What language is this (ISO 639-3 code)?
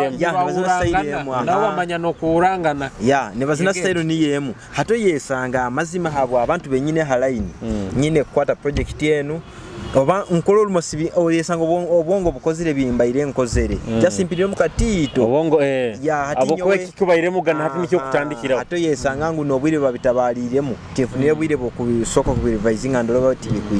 nyo